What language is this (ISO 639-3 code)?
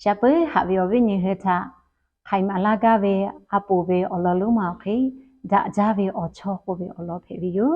lhu